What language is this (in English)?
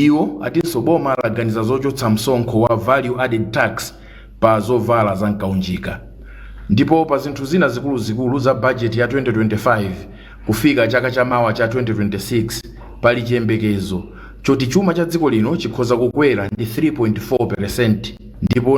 Nyanja